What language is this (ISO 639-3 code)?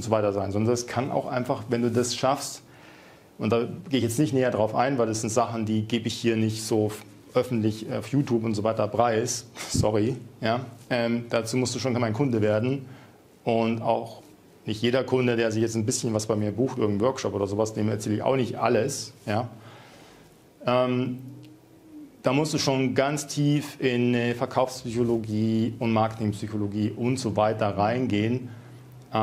deu